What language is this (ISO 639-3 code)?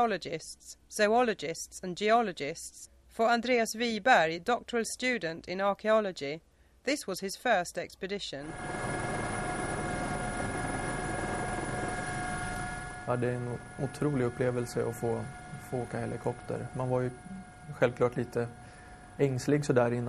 swe